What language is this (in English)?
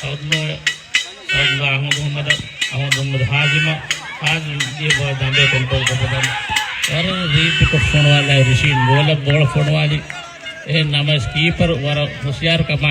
Divehi